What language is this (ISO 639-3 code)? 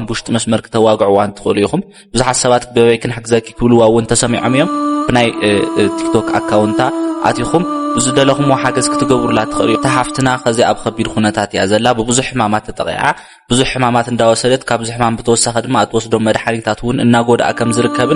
tir